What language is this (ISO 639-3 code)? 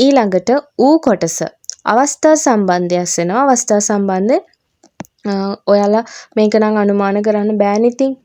sin